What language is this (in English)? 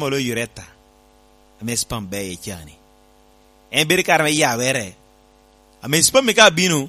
Lango (Uganda)